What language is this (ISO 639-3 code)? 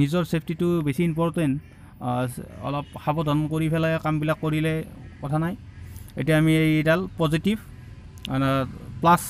asm